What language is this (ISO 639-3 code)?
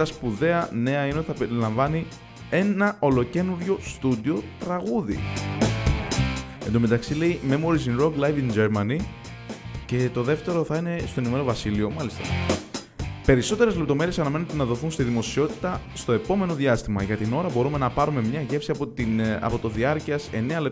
ell